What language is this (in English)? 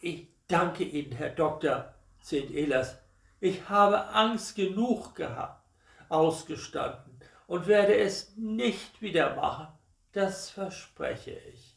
Low German